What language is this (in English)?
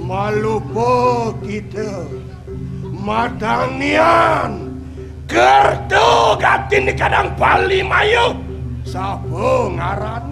Balinese